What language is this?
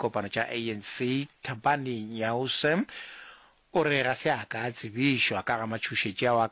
Northern Sotho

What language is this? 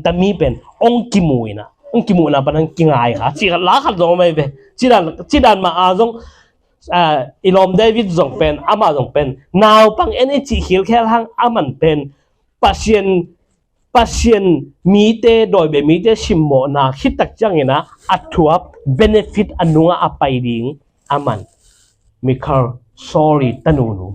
Tedim Chin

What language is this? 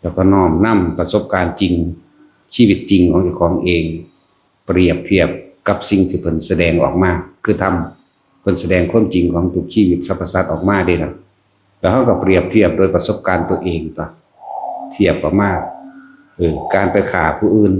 Northeastern Thai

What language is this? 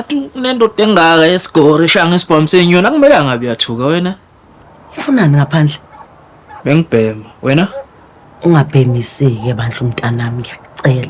Zulu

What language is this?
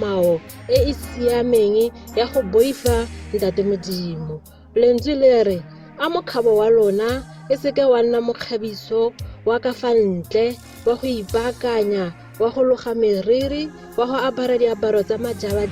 Tswana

